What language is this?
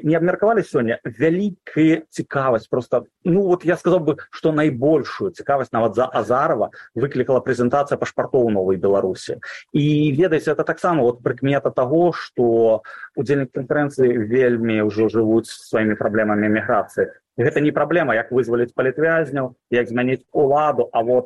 Belarusian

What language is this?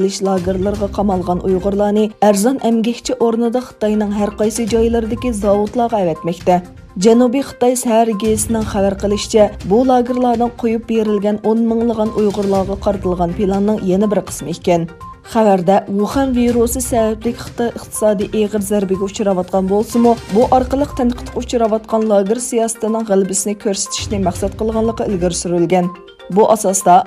Uyghur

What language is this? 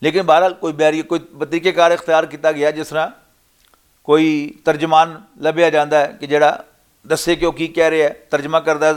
Western Panjabi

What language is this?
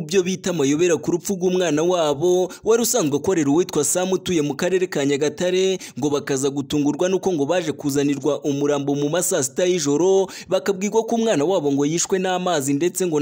Kinyarwanda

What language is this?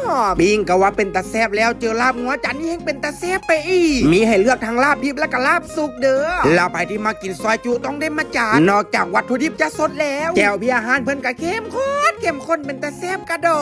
Lao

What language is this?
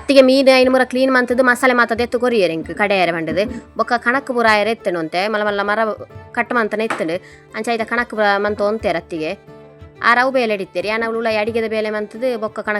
Tulu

